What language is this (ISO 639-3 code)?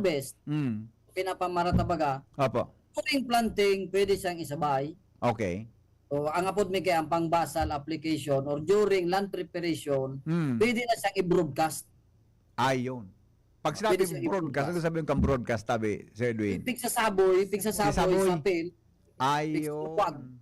bik